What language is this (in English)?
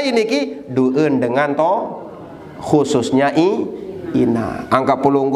Sasak